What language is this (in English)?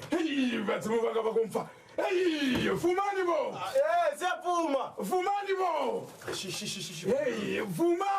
Venda